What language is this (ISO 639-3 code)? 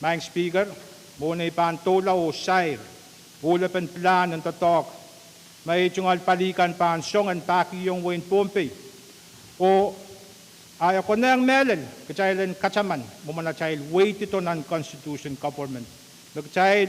pon